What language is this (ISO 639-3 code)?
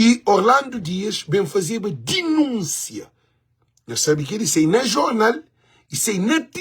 kea